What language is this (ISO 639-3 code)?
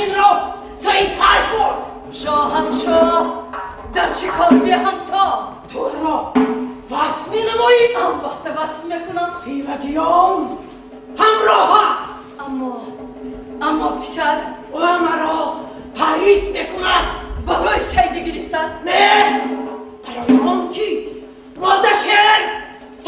tgk